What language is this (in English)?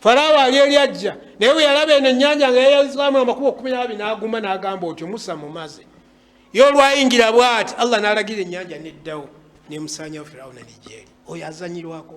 Ganda